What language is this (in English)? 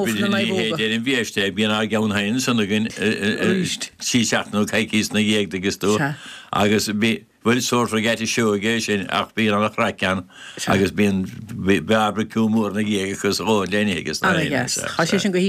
Irish